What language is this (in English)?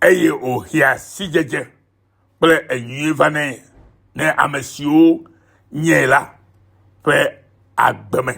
Ewe